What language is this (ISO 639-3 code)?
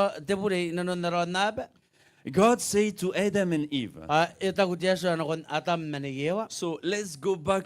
gil